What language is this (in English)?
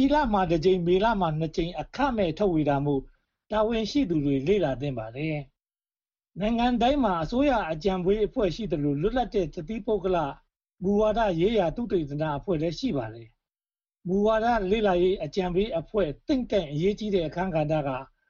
Burmese